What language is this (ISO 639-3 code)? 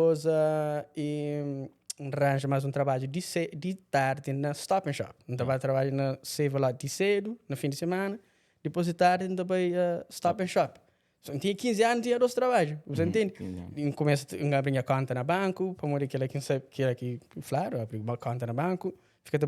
kea